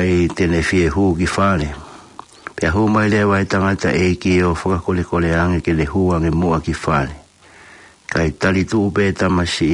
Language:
Tongan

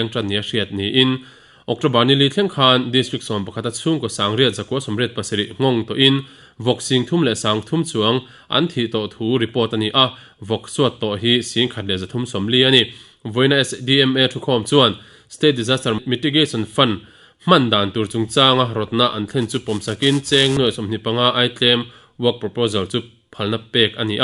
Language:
Mizo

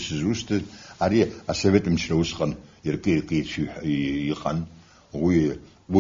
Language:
Abkhazian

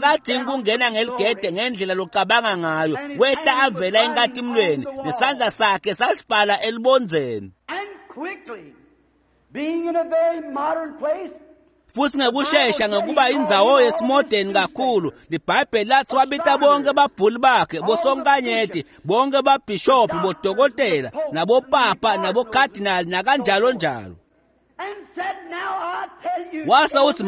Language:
Swati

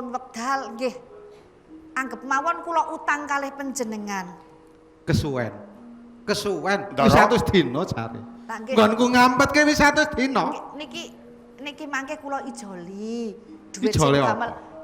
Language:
Javanese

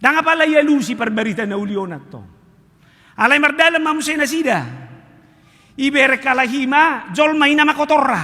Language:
Batak Toba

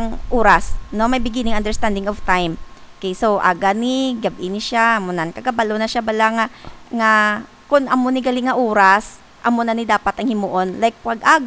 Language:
Hiligaynon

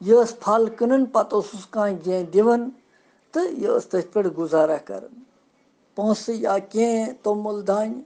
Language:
Kashmiri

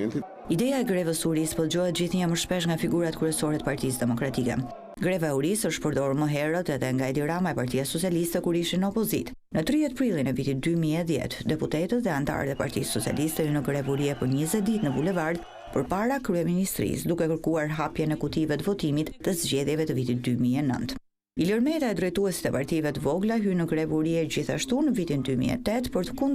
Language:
Albanian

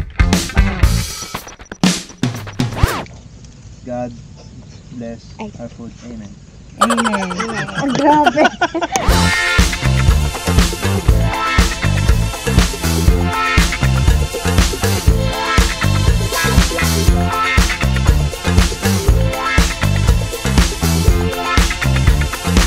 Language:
Filipino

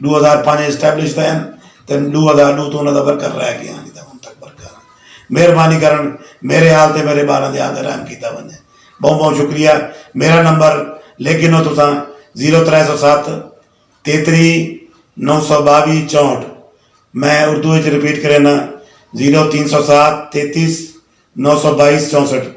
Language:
Saraiki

